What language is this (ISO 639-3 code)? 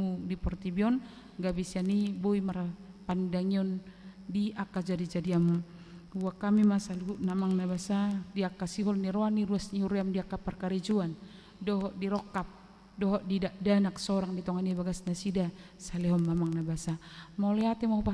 bbc